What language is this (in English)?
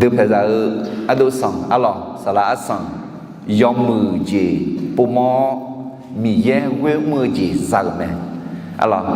Akha